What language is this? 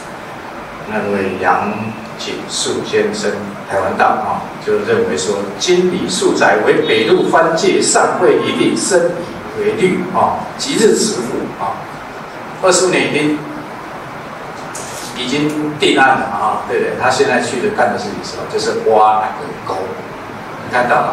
Chinese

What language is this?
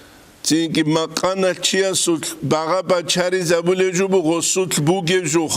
Avaric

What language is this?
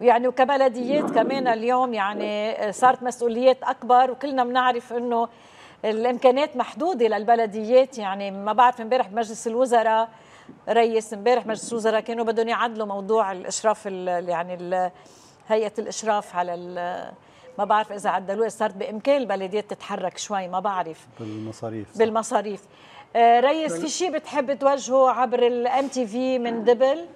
North Levantine Arabic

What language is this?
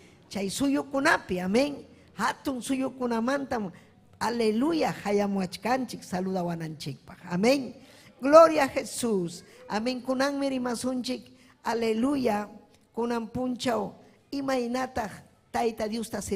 Ayacucho Quechua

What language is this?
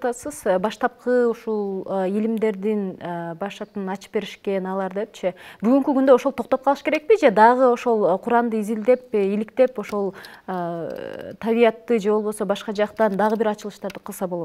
Kyrgyz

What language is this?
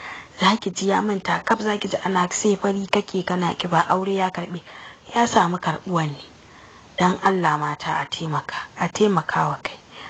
Hausa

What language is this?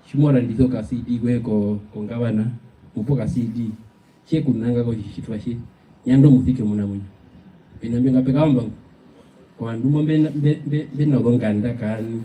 Herero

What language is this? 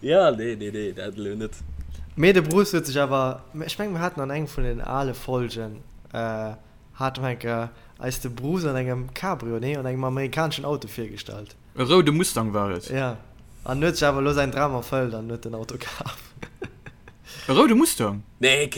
Luxembourgish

